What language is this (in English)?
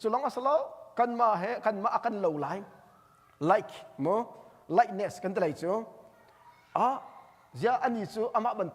Hakha Chin